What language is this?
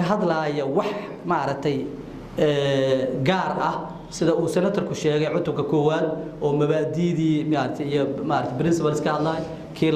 Somali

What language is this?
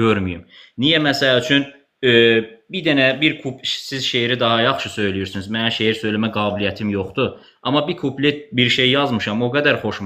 Azerbaijani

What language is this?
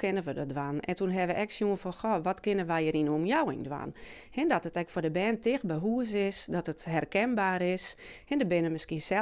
Western Frisian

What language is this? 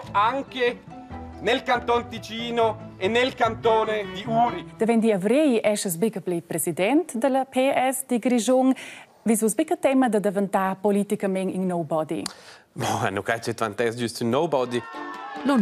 Romansh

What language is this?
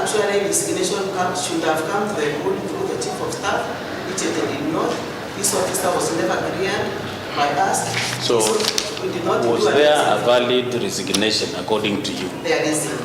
Meru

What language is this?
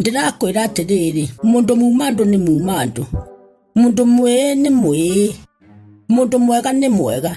Kikuyu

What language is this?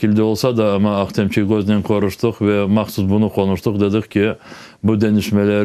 Crimean Tatar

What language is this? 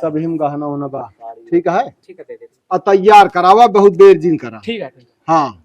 Awadhi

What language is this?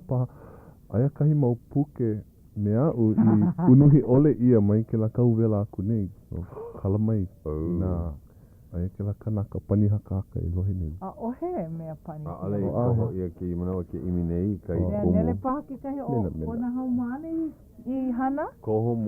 Hawaiian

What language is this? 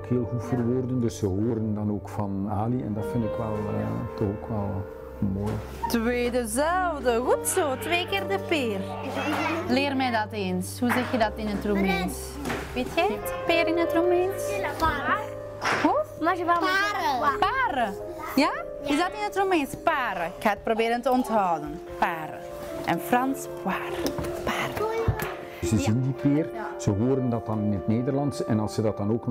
Dutch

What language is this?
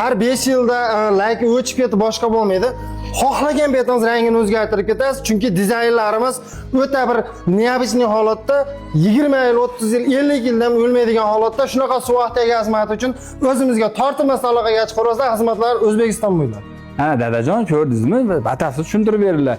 Uzbek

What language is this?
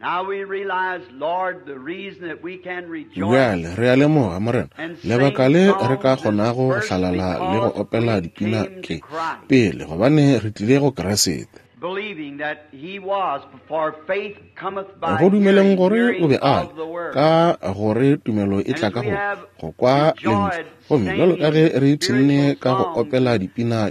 Northern Sotho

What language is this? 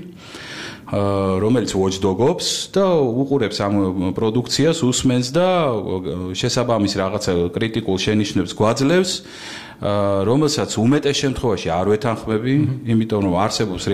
Georgian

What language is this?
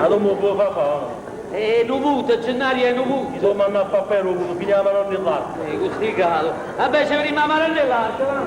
Neapolitan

